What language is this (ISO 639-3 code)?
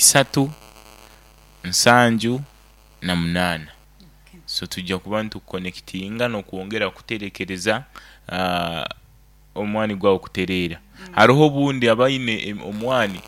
nyo